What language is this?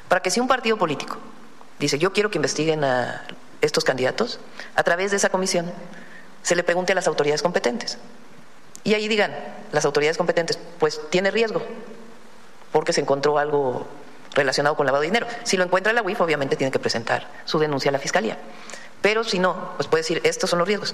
Spanish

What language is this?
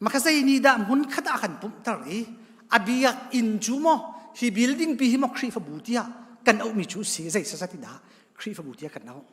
Hakha Chin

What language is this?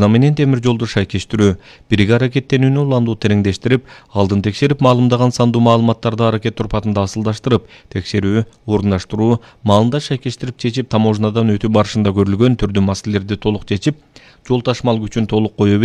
Kyrgyz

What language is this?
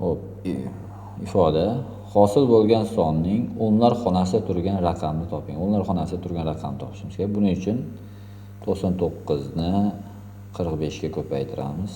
Uzbek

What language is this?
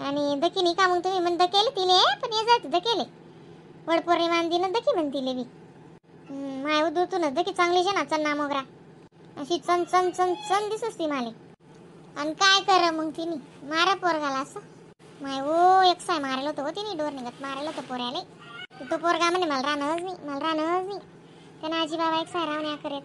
Khandesi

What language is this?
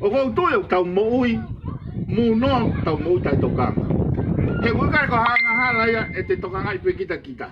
Tongan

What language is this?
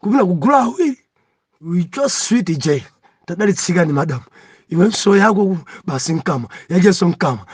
Nyanja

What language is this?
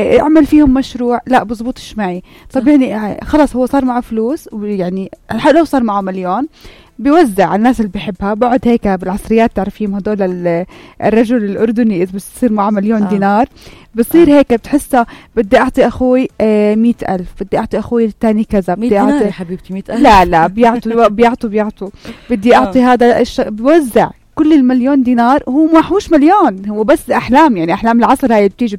North Levantine Arabic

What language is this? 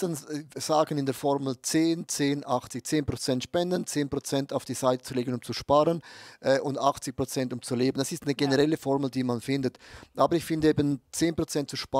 Swiss German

